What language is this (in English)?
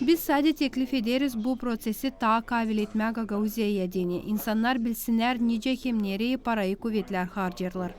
Gagauz